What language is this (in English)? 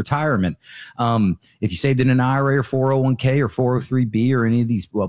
English